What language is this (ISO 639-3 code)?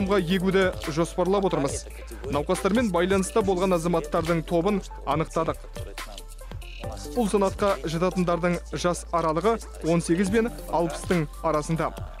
kaz